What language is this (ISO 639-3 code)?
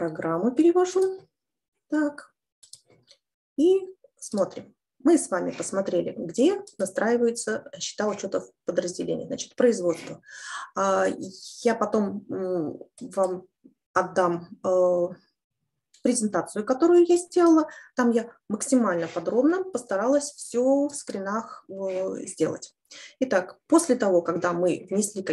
rus